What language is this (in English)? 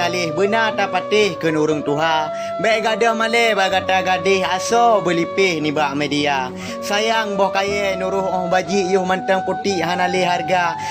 Achinese